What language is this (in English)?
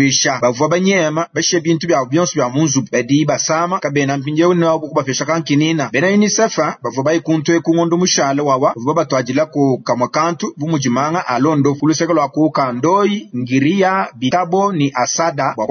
Luba-Lulua